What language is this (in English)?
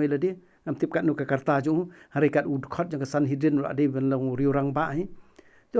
Khasi